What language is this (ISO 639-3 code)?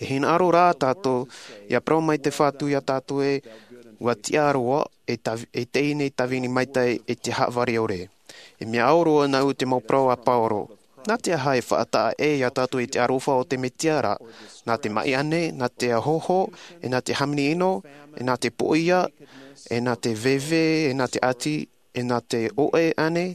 tah